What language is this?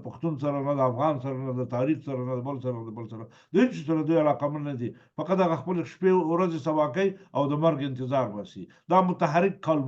Pashto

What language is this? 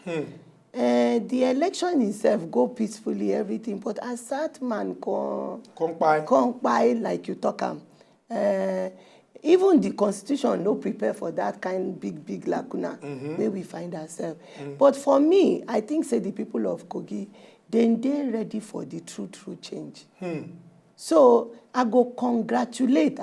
Nigerian Pidgin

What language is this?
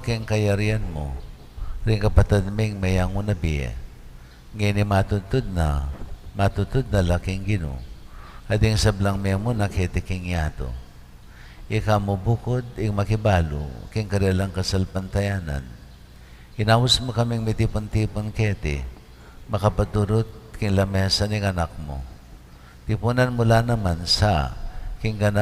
Pampanga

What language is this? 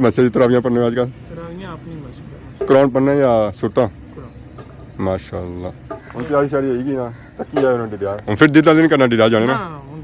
Pahari-Potwari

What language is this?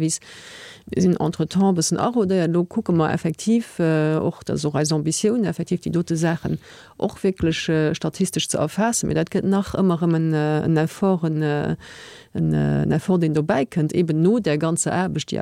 Luxembourgish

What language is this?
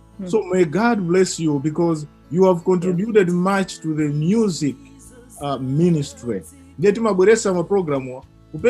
Nyanja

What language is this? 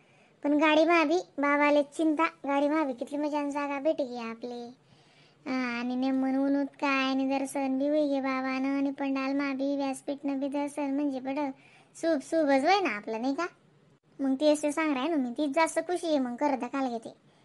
Khandesi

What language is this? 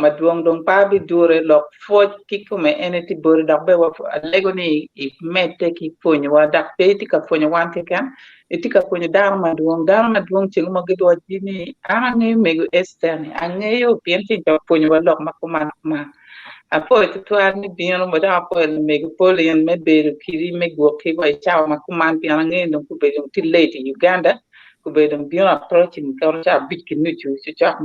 Acoli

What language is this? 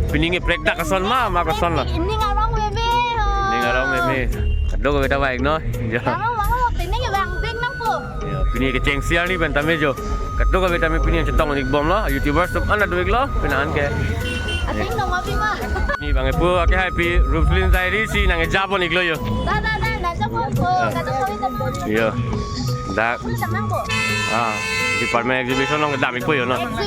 Karbi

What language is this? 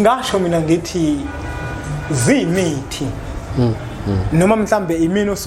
Zulu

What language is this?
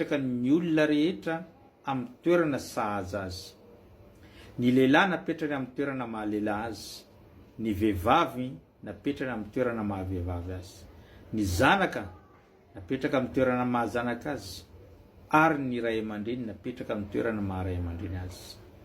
Malagasy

